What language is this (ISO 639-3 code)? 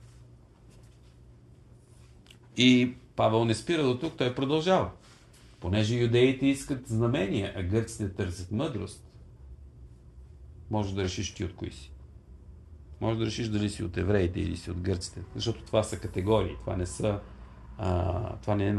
bul